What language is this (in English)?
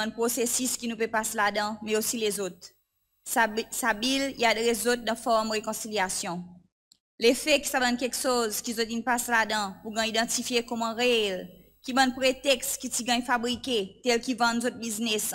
Seselwa Creole French